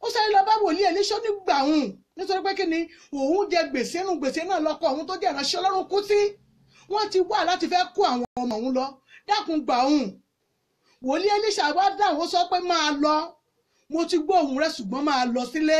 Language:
Yoruba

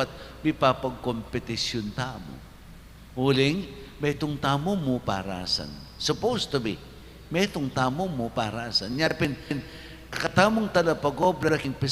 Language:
Pampanga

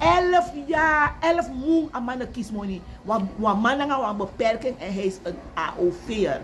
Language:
Sranan Tongo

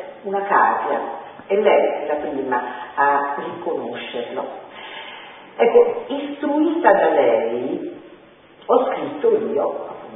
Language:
Italian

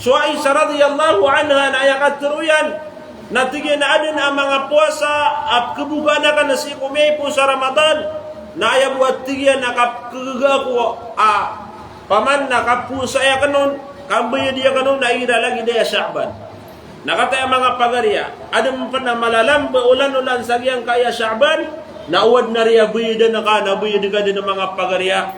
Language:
Maranao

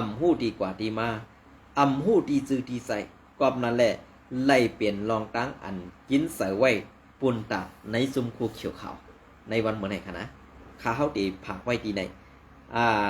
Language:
Shan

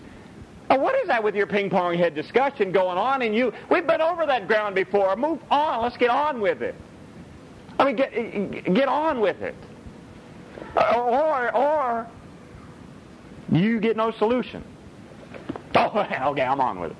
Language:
English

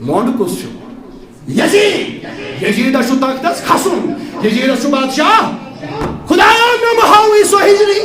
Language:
Kashmiri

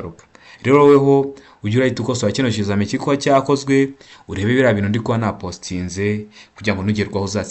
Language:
Kinyarwanda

